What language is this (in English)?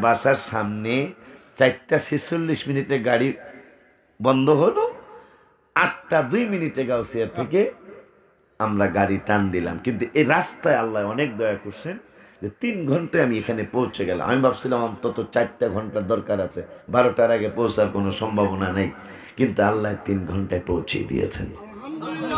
Bangla